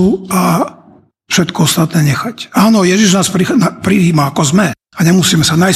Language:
Slovak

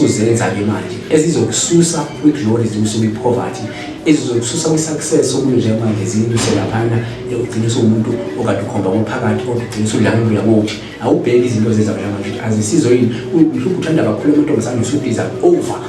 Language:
Zulu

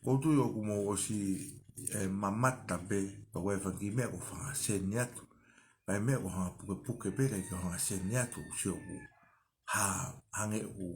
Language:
Tongan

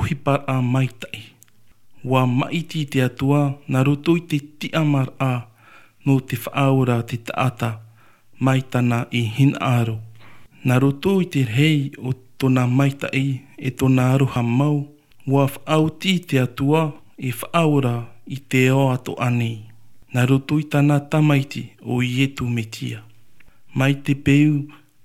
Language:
Tahitian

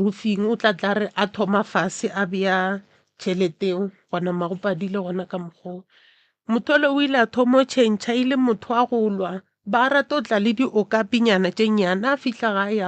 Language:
Northern Sotho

